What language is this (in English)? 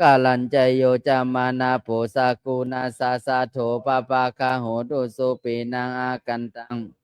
Pali